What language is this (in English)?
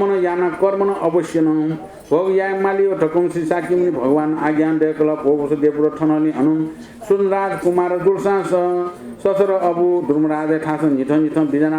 Newari